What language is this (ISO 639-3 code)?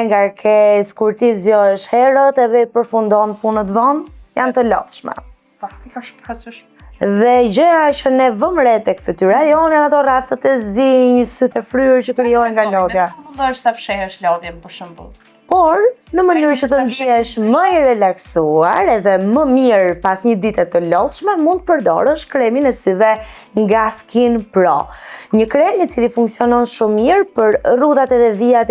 sqi